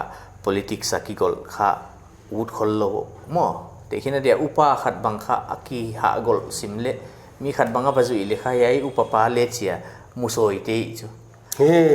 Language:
Paite Chin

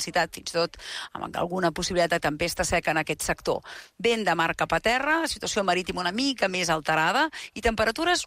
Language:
Catalan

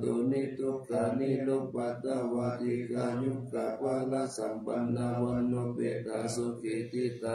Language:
Pali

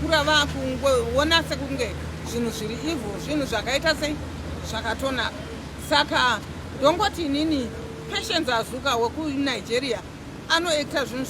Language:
Shona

